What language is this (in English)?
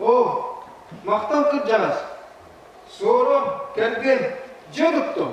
Yakut